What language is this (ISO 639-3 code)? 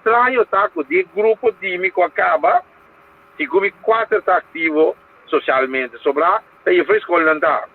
pap